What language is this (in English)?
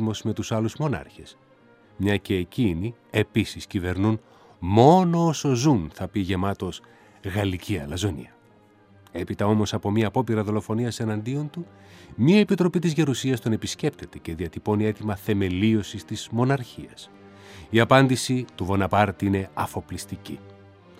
Greek